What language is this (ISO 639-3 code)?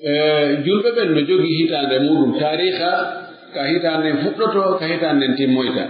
fuf